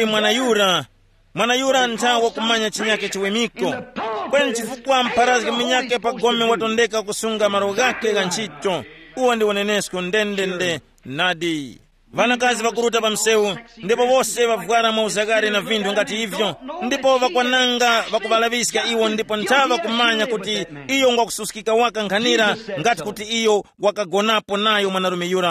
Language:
Tumbuka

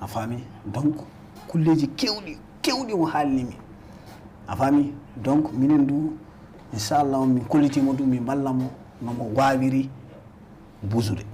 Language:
Fula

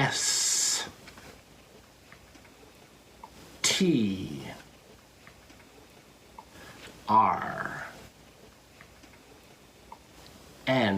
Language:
Fula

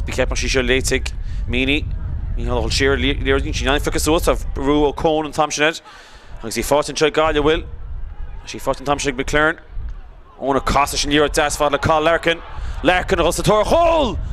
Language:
Irish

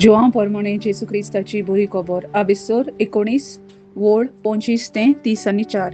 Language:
Konkani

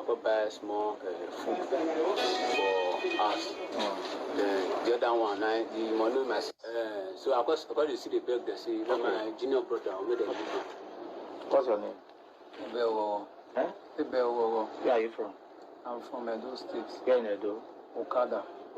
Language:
Nigerian Pidgin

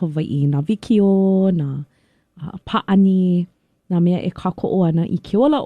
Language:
Hawaiian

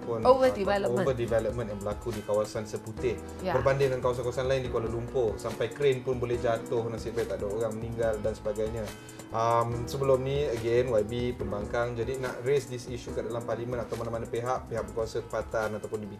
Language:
Malay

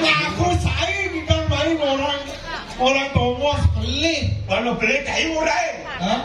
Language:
Balinese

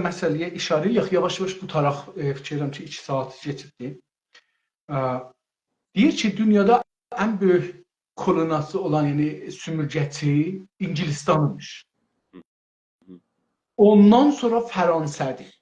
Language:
South Azerbaijani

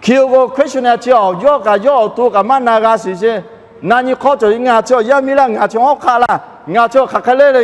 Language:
Lahu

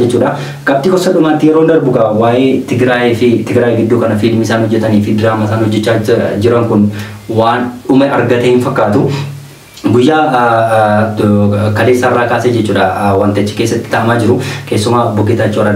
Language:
Oromo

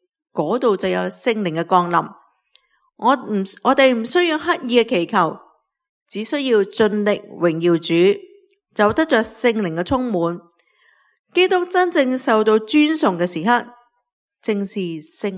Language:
Cantonese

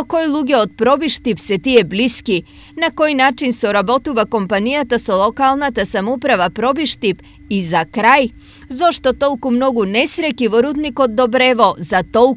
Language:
Macedonian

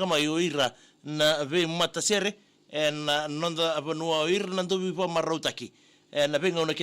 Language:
Fijian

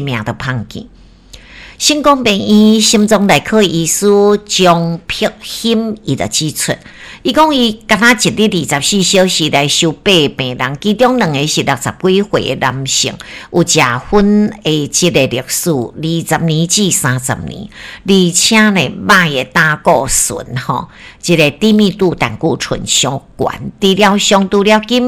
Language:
Min Nan Chinese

